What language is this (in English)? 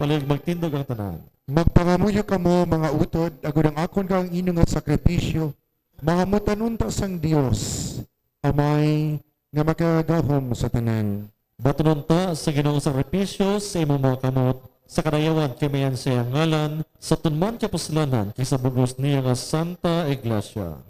Hiligaynon